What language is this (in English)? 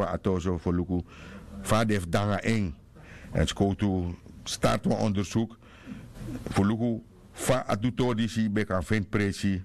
Sranan Tongo